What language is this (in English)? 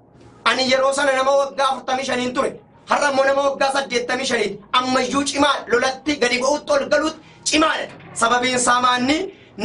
Oromo